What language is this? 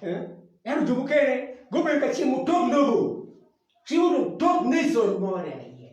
Acoli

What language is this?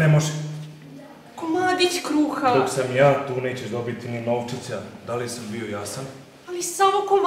Croatian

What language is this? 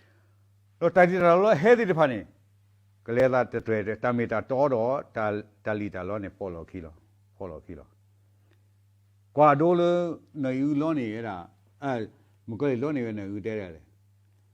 S'gaw Karen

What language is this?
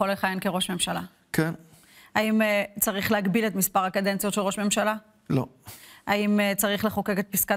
Hebrew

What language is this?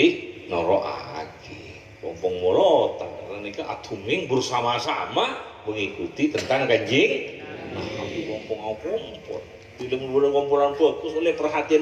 Madurese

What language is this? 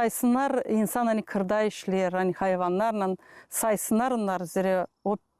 Gagauz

